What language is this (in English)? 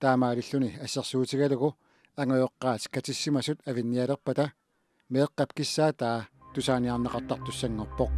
Kalaallisut